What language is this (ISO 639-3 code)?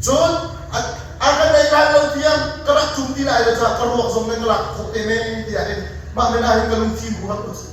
cnh